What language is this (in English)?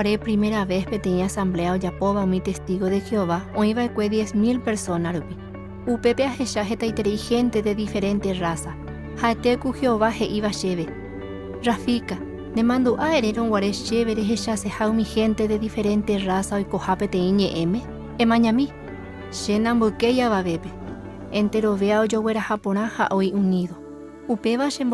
Guarani